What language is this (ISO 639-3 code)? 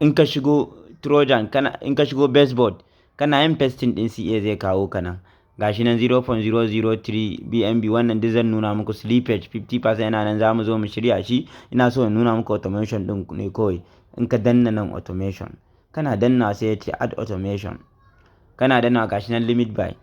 hau